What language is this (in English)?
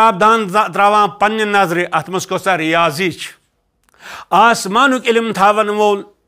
Kashmiri